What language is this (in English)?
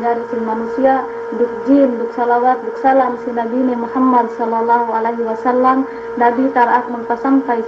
Yakan